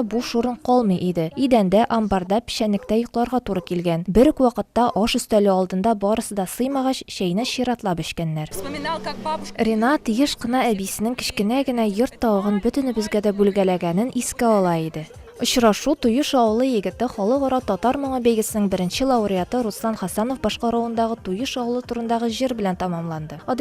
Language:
Tatar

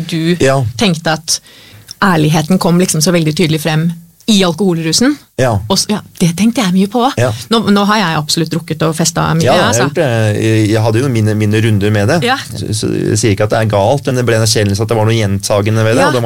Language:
Norwegian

